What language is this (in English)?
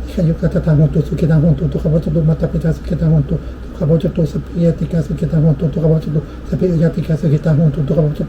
Pali